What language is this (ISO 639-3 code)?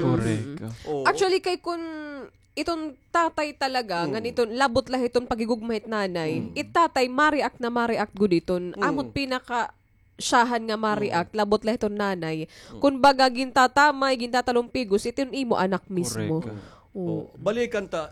war